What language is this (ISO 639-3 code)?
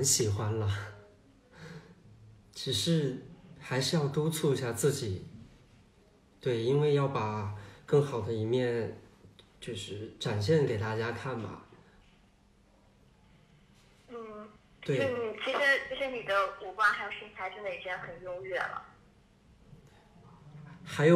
zho